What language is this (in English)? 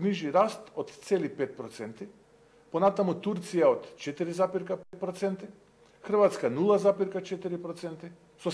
Macedonian